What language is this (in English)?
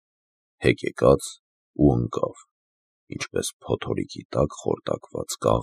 Armenian